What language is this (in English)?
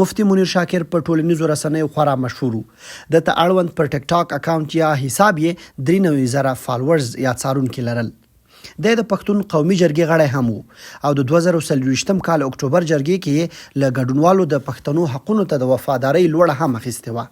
Pashto